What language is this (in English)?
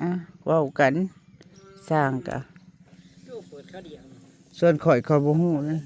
Northeastern Thai